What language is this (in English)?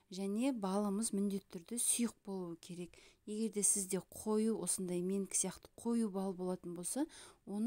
Kazakh